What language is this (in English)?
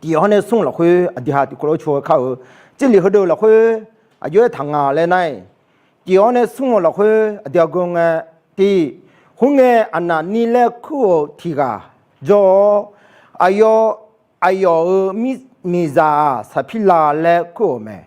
Akha